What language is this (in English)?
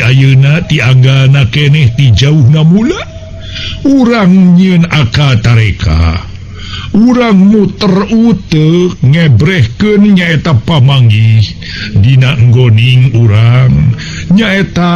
Sundanese